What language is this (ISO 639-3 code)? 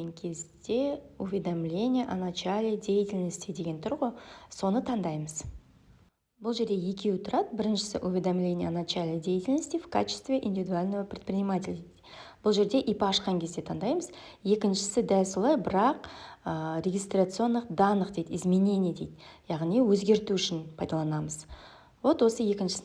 kaz